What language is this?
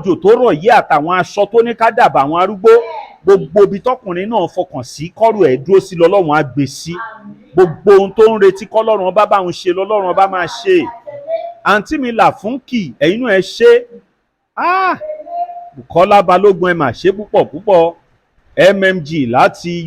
Yoruba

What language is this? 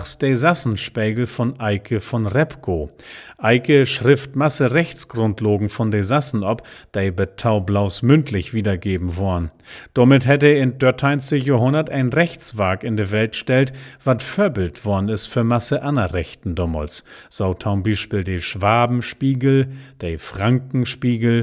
Low German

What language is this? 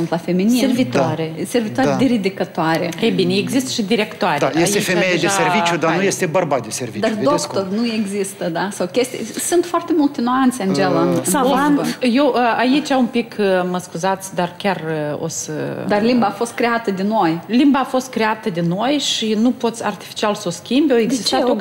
Romanian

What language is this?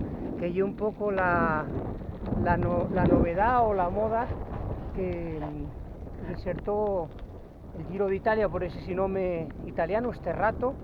Asturian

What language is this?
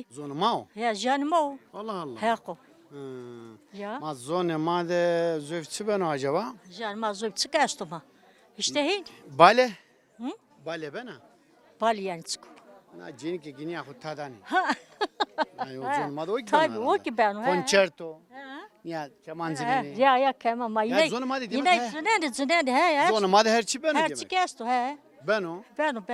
Zaza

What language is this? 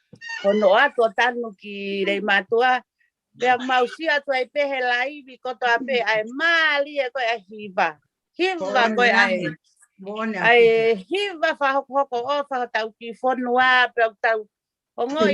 Tongan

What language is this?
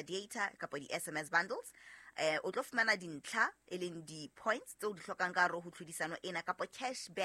Southern Sotho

